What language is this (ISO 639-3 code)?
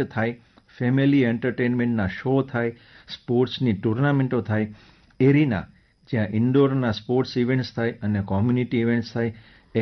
guj